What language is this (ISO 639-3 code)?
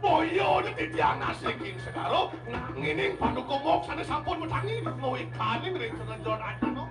ban